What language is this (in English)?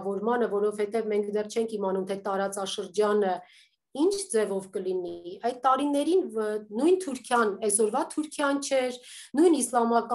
Armenian